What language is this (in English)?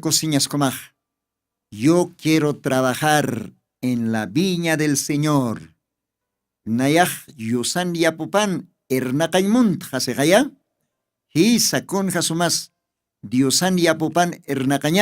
Aymara